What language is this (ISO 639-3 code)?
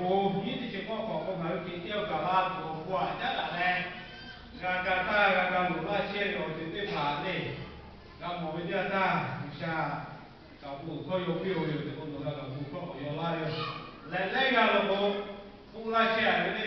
lhu